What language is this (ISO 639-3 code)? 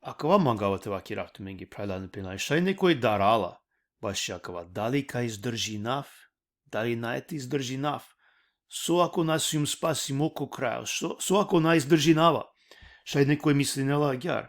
rmn